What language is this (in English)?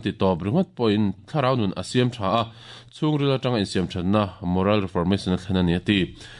Mizo